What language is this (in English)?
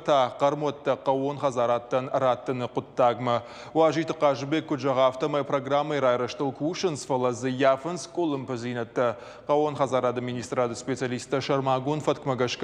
Ossetic